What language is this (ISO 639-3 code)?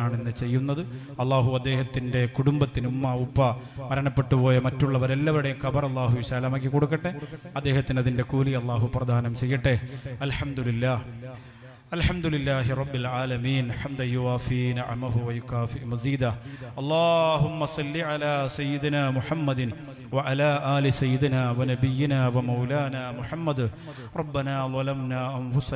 mal